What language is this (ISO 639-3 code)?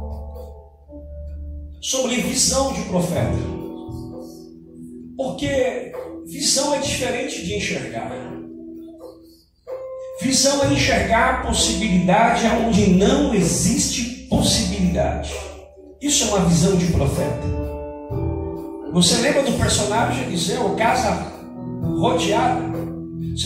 por